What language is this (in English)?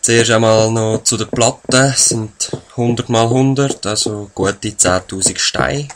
Swiss German